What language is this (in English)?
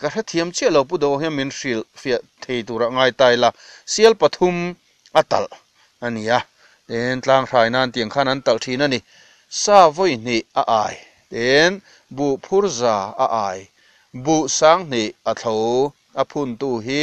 Mizo